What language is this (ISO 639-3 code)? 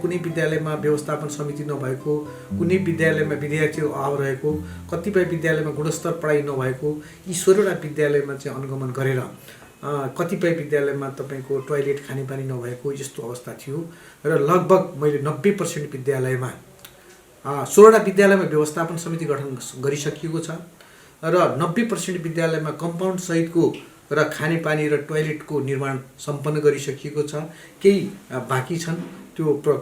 nep